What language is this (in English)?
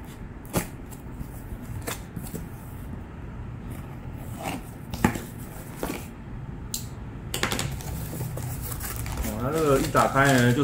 Chinese